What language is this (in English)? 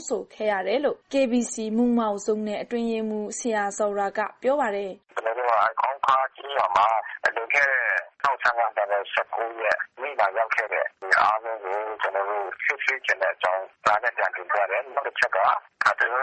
Burmese